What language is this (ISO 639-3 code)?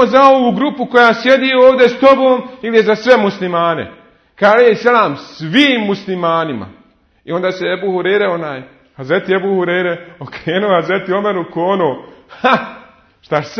bos